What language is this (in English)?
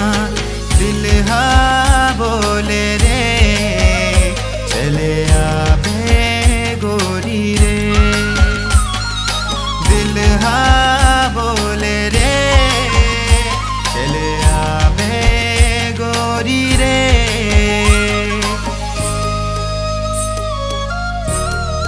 Chhattisgarhi